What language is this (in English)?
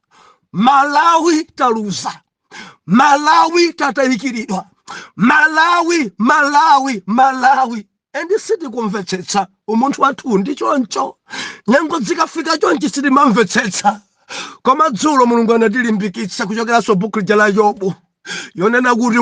Nyanja